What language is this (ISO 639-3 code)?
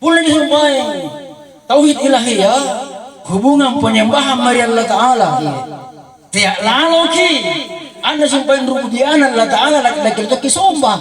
mak